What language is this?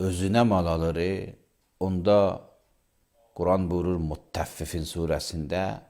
Azerbaijani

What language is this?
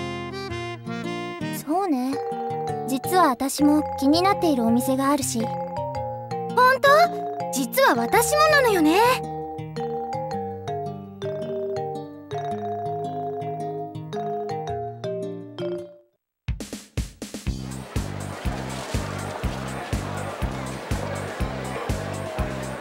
Japanese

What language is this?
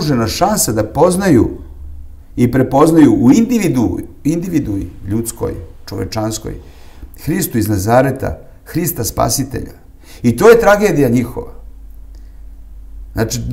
Serbian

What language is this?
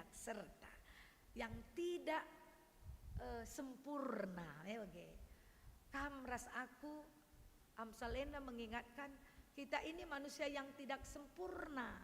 Batak Karo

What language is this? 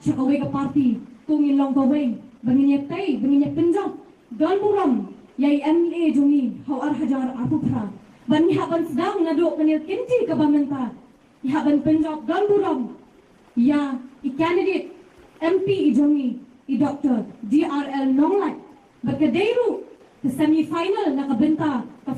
Khasi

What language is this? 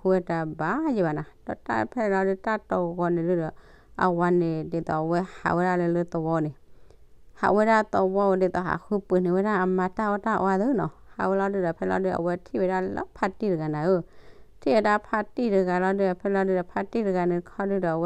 S'gaw Karen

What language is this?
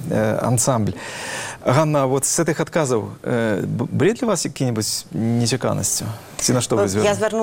Belarusian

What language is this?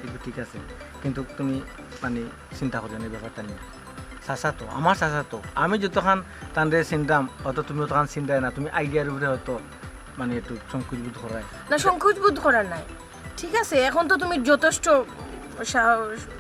Sylheti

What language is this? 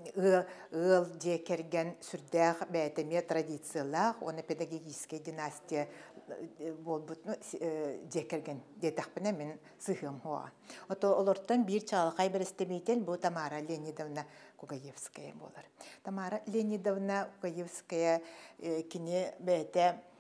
Yakut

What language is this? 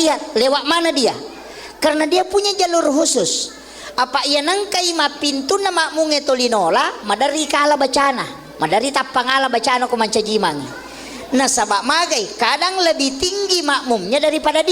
Buginese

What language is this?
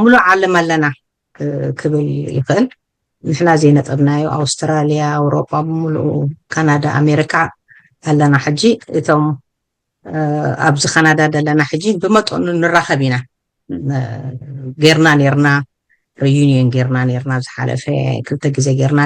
Tigrinya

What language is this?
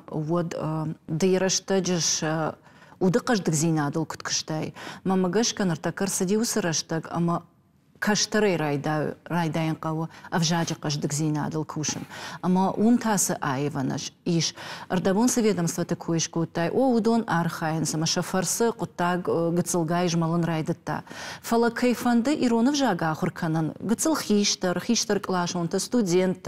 Ossetic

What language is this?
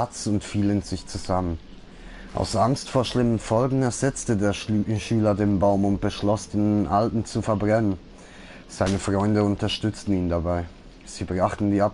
Swiss German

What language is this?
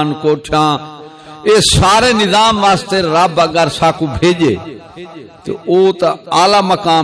Saraiki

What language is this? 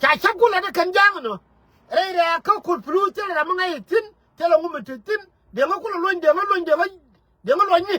Nuer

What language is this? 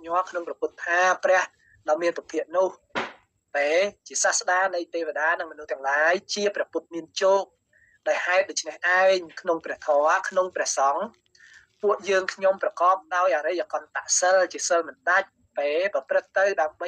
Khmer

